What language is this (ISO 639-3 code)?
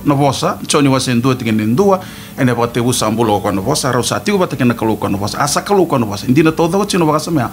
fij